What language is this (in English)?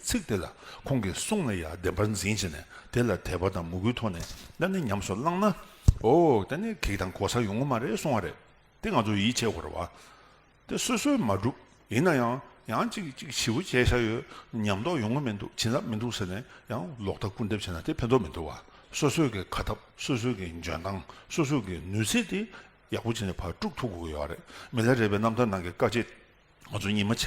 Tibetan